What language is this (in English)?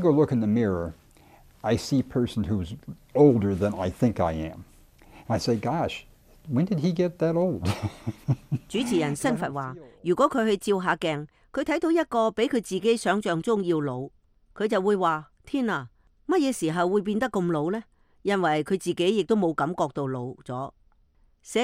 Cantonese